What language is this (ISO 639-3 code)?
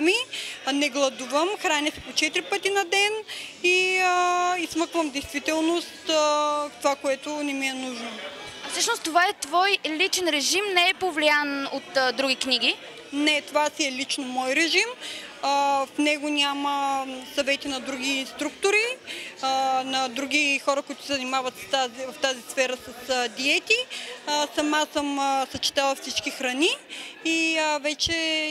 bul